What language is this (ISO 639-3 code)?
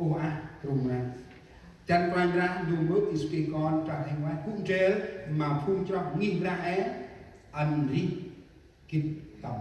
cmo